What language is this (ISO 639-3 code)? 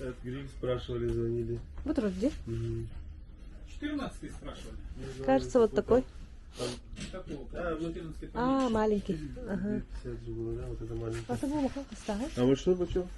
sah